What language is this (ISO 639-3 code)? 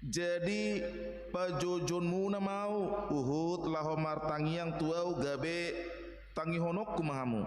bbc